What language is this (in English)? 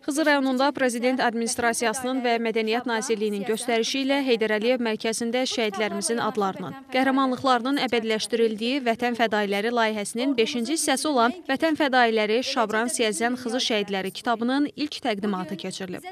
Azerbaijani